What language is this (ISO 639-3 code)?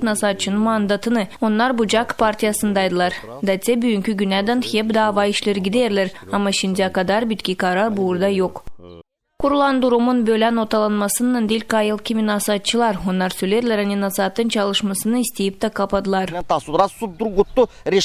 gag